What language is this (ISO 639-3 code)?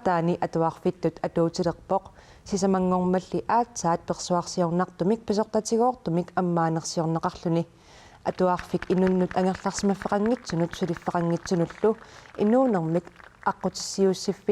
kal